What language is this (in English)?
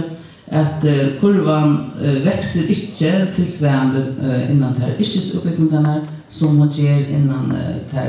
Faroese